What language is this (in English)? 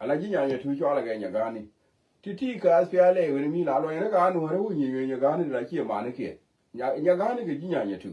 Nuer